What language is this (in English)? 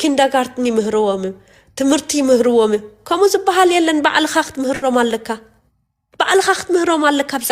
Tigrinya